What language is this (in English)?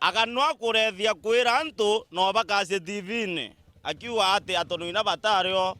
Meru